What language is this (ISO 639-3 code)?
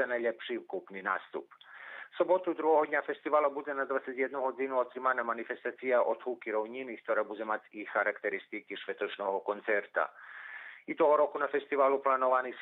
rue